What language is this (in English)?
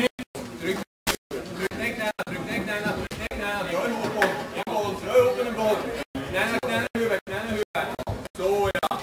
Swedish